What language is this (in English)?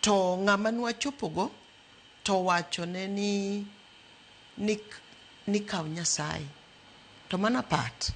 Luo (Kenya and Tanzania)